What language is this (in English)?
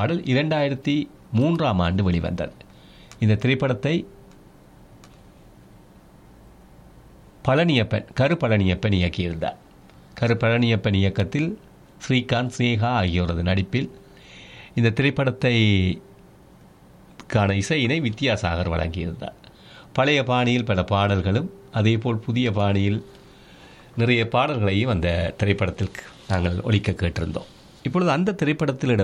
Tamil